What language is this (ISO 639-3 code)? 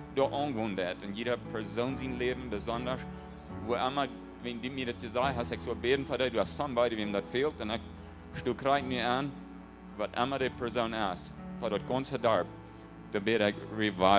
pdt